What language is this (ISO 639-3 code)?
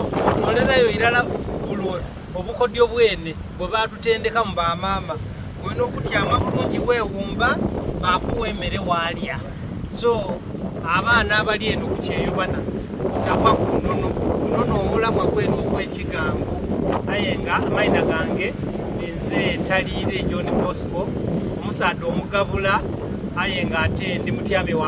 xog